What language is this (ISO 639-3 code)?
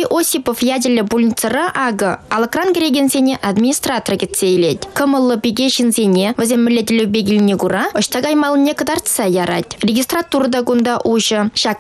chv